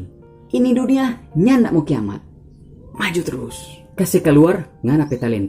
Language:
Manado Malay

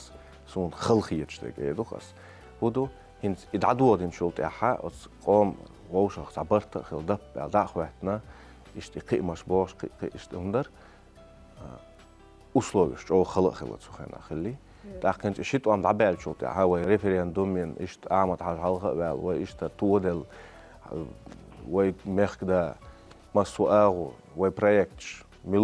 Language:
Chechen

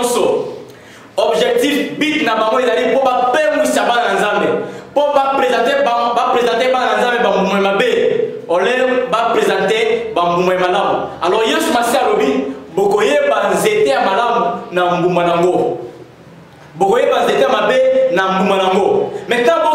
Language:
Lingala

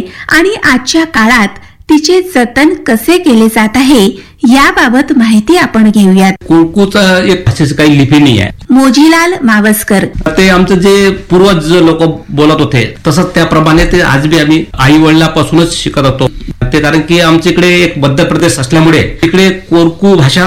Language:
Marathi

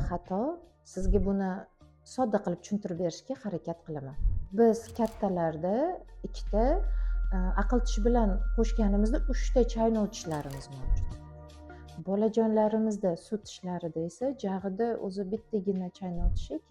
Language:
Uzbek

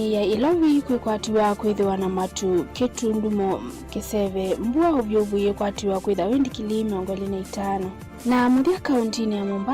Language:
Kamba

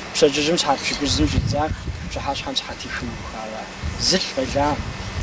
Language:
Kabardian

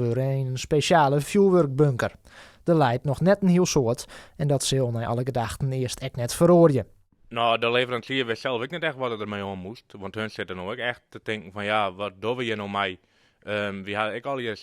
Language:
Western Frisian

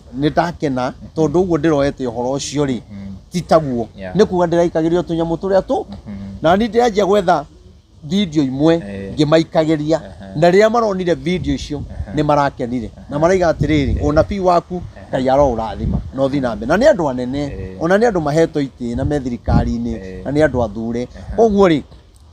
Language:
Kikuyu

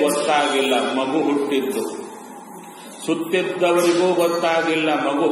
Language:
Kannada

